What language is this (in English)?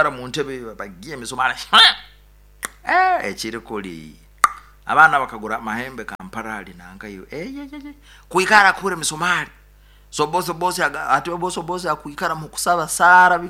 Nyoro